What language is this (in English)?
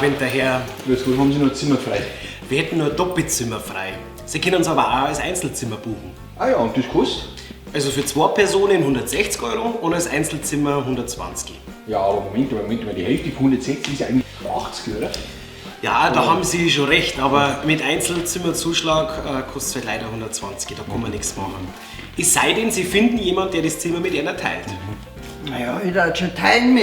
Bavarian